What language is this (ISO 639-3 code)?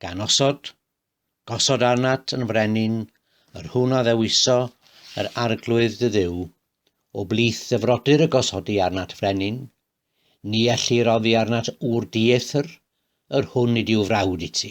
cym